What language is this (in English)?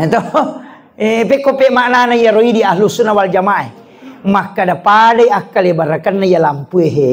Buginese